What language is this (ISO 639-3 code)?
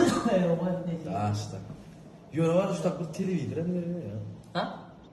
tuk